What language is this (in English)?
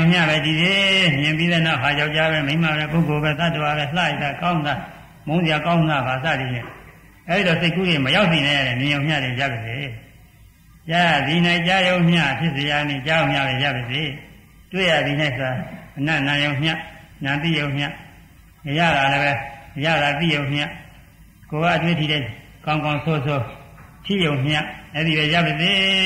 Burmese